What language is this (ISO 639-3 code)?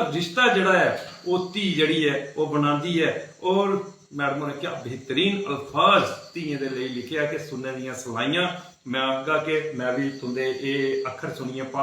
doi